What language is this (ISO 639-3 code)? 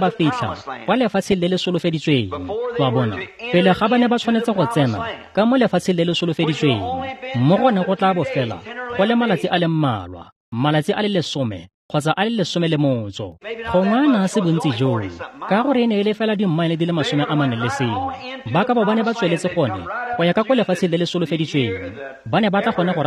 tsn